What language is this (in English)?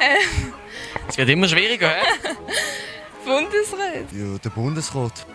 Swiss German